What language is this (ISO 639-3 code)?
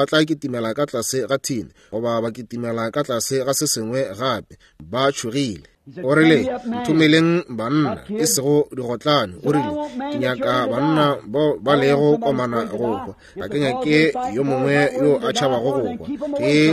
nso